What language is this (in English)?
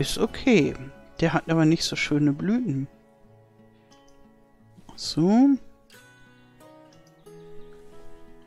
German